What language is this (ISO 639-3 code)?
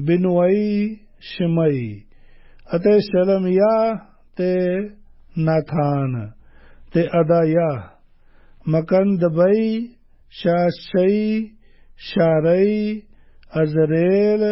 pan